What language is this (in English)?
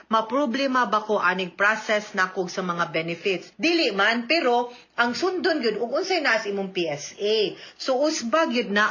Cebuano